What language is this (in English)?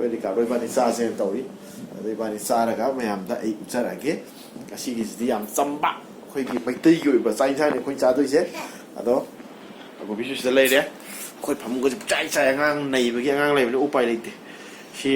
Manipuri